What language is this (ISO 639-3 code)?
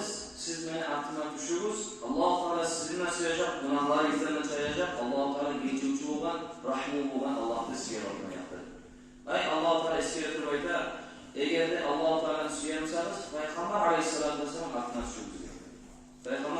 kum